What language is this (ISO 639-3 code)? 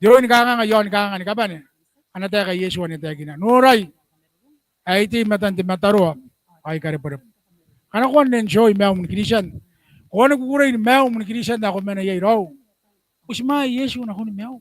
gil